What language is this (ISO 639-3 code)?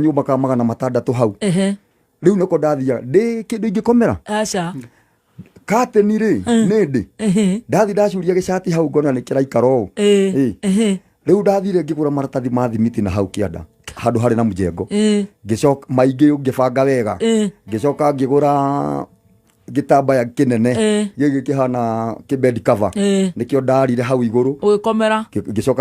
kik